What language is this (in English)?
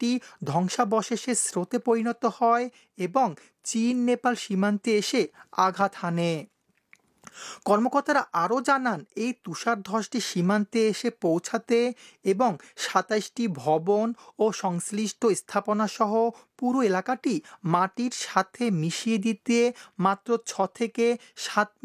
Bangla